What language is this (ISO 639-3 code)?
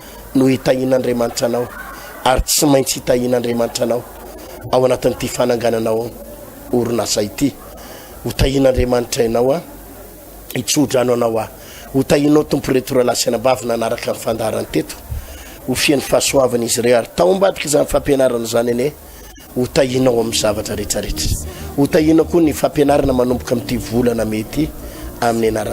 mlg